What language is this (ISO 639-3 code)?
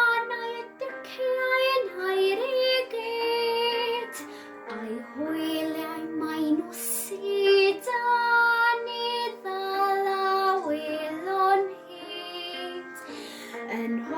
cym